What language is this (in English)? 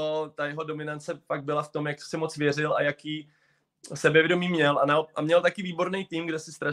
Czech